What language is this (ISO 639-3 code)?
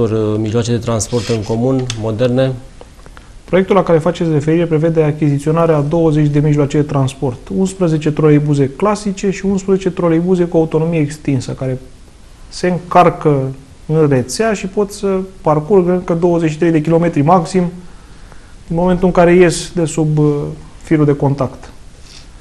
ron